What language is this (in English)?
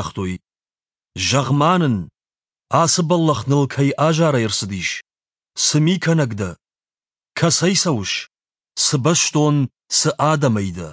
Ossetic